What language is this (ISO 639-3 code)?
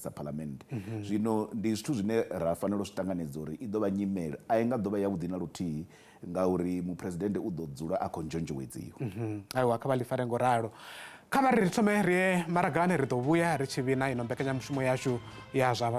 ven